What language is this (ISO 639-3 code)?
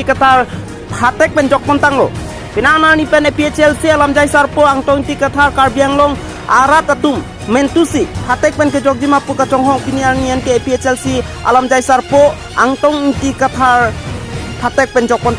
mjw